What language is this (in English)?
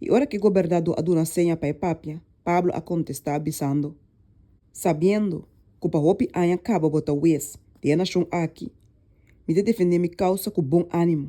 Papiamento